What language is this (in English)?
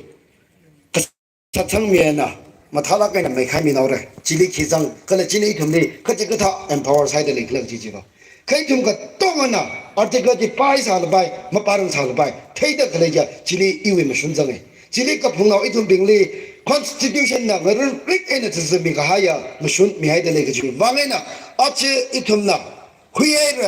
Tangkhul Naga (India)